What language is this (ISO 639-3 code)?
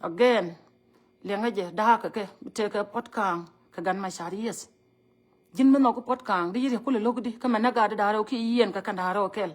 nus